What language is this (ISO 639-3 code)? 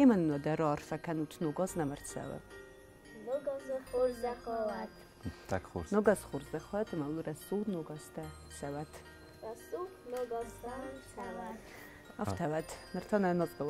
oss